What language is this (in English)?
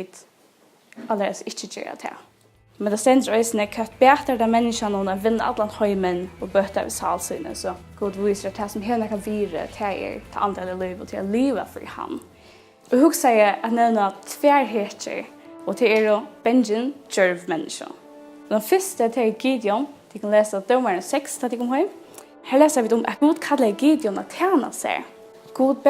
Faroese